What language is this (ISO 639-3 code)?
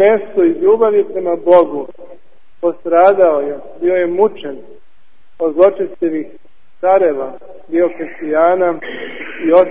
srp